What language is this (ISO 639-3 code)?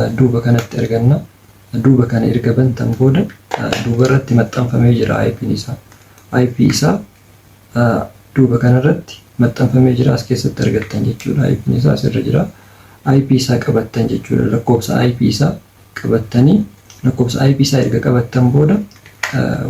orm